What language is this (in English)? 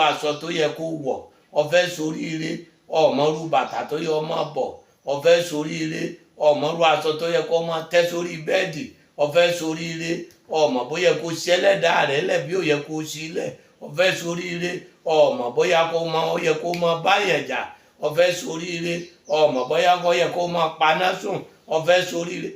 Yoruba